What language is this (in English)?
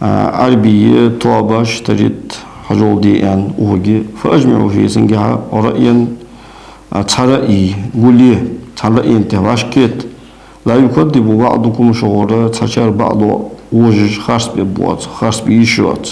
Ingush